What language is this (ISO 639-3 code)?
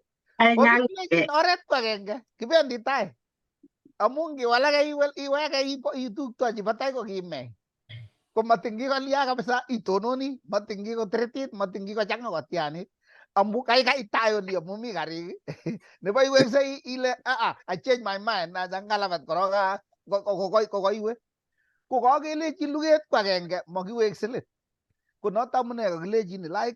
kln